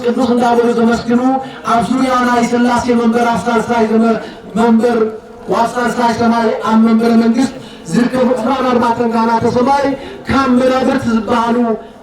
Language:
Tigrinya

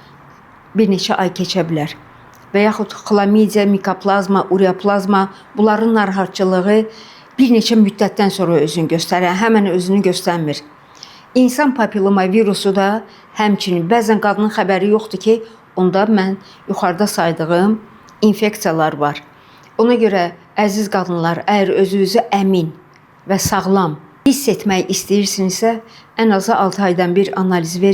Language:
Azerbaijani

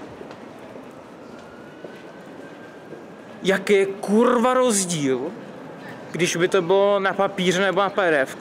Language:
Czech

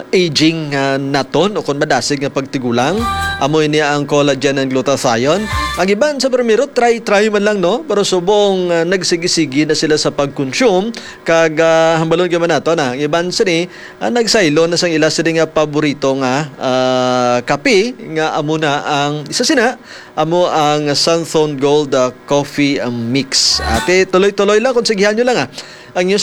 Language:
Hiligaynon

